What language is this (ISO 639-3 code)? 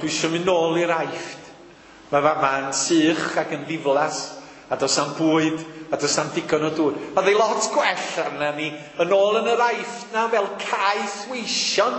cym